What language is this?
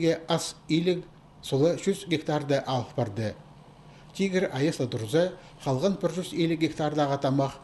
Khakas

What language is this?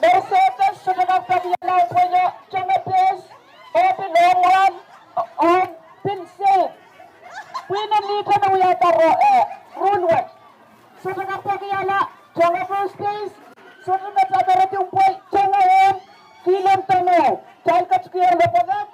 Pohnpeian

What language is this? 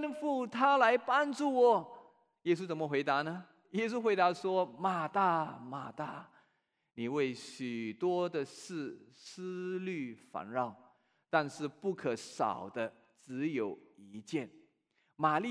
Chinese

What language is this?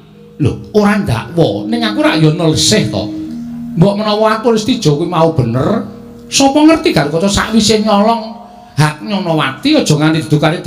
Javanese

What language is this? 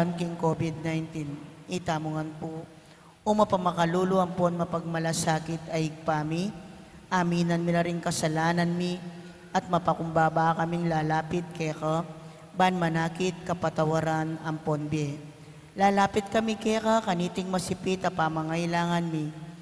Pampanga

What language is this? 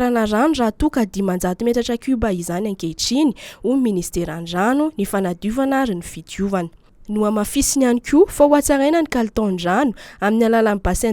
Malagasy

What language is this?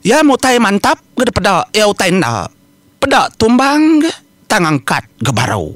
Iban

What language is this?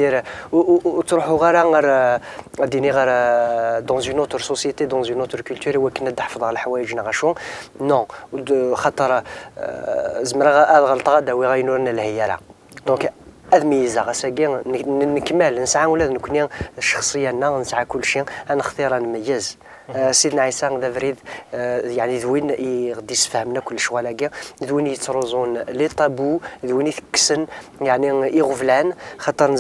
Kabyle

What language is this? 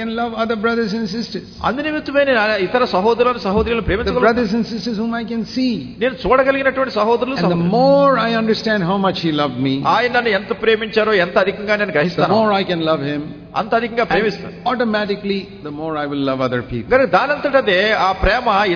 Telugu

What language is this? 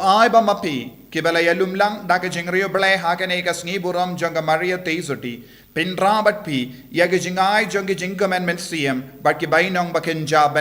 Khasi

